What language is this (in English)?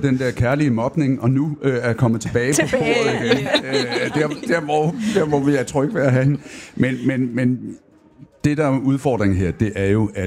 Danish